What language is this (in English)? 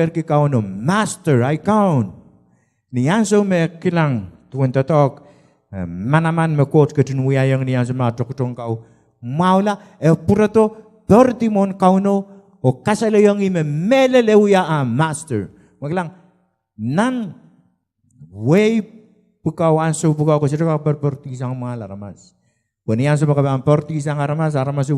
Pohnpeian